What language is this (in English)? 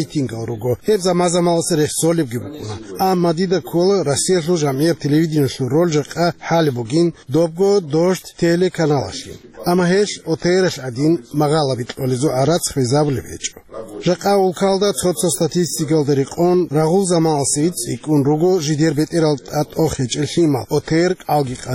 Avaric